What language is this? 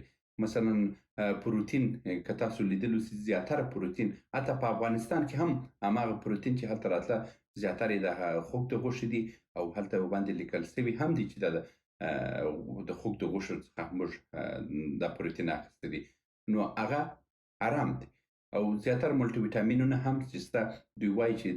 Pashto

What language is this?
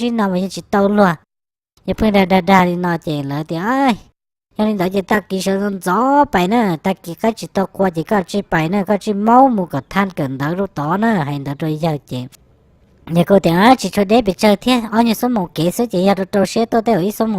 Hmong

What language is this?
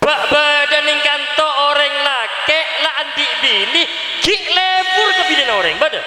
Madurese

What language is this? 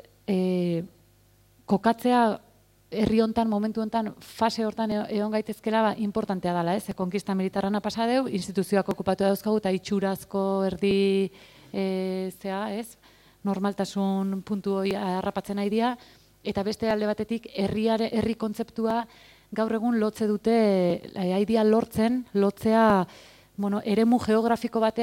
Basque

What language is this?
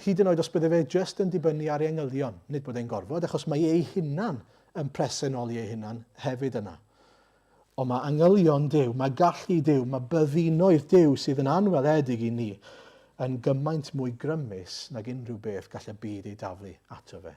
Welsh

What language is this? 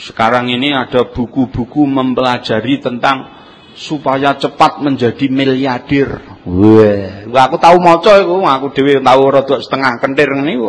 Javanese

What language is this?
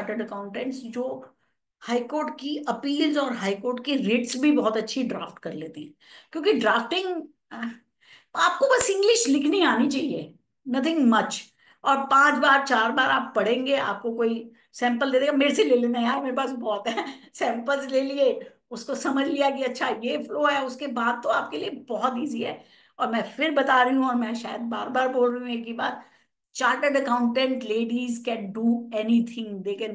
Hindi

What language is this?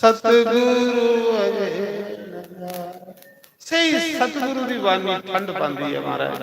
Dogri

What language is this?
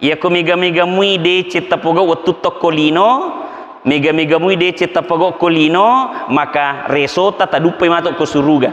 Buginese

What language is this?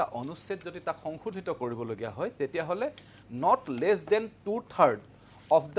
Assamese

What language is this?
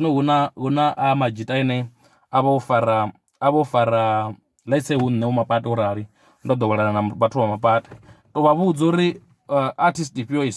Venda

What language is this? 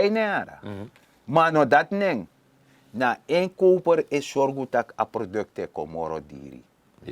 Sranan Tongo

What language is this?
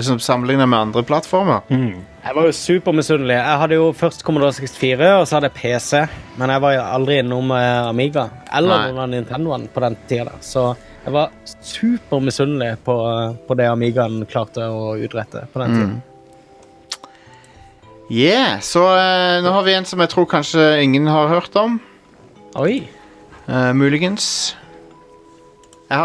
Norwegian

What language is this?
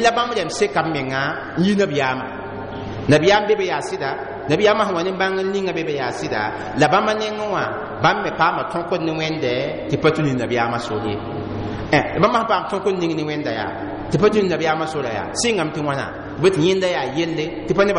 Mossi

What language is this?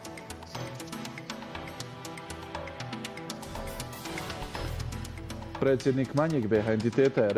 Bosnian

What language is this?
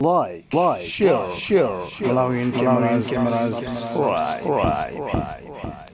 Nyanja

